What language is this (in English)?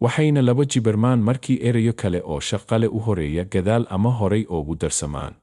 Somali